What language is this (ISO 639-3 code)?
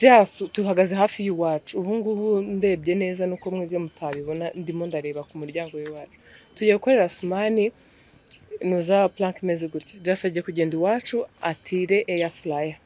kin